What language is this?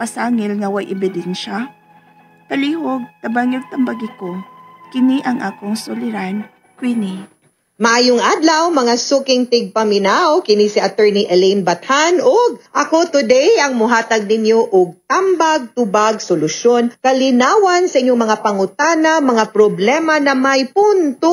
Cebuano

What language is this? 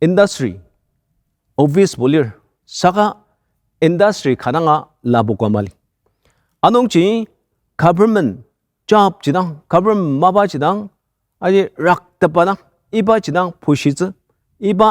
Ao Naga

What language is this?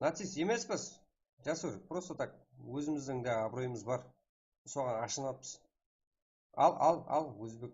Kara-Kalpak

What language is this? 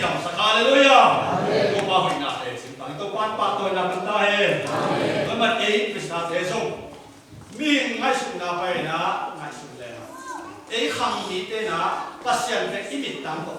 Tedim Chin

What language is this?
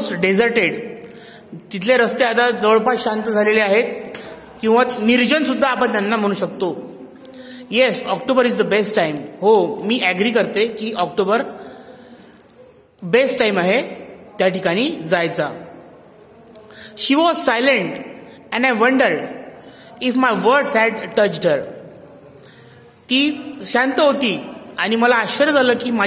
Marathi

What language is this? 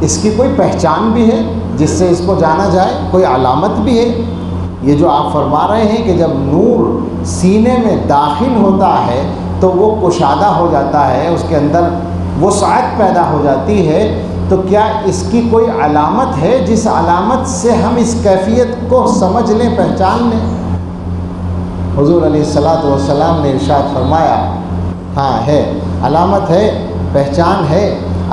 Urdu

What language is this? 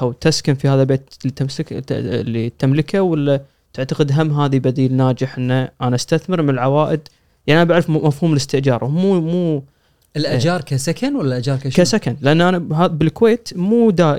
Gulf Arabic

